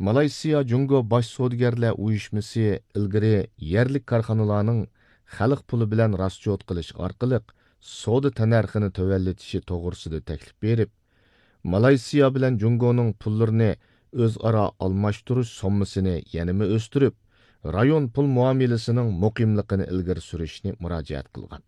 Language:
Uyghur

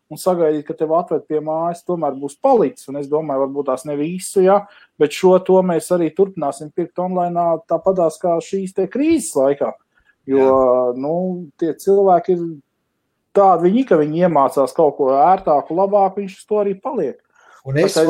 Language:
Latvian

